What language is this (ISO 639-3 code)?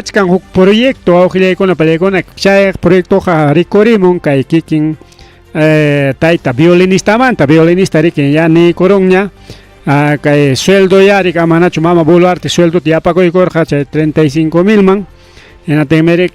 quy